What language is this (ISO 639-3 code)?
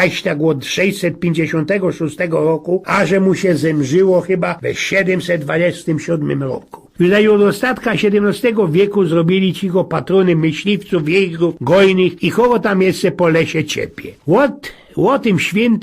szl